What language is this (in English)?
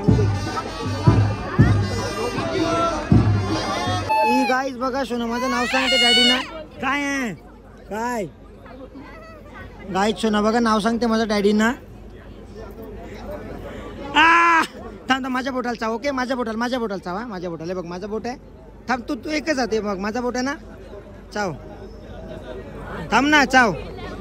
Marathi